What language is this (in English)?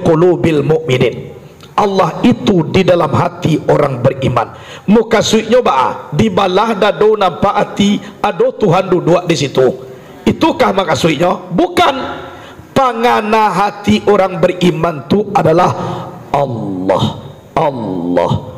Minangkabau